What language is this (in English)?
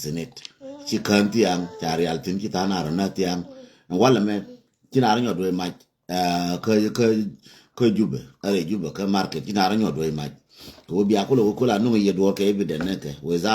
Nuer